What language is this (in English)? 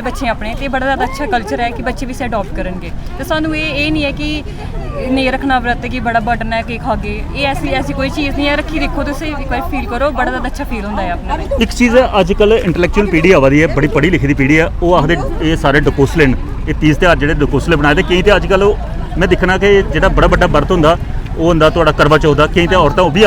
Dogri